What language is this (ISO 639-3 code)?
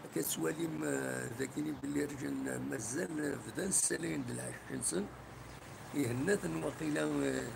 kab